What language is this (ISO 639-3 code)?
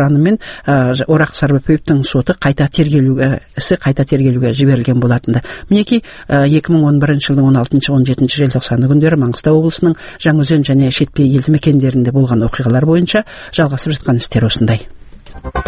kaz